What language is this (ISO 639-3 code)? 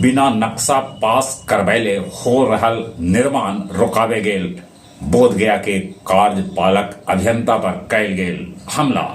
mag